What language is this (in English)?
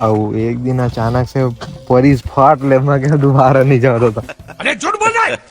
Chhattisgarhi